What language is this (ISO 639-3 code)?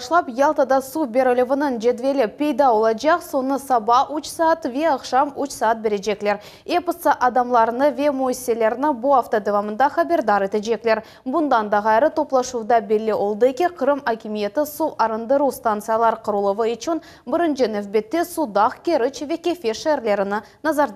crh